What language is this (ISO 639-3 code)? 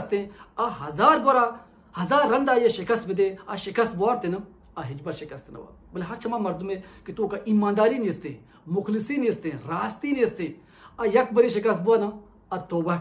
bal